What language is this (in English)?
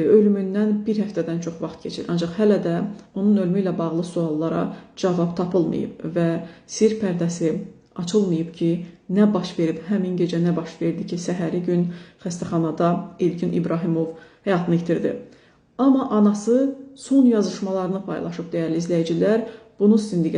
Azerbaijani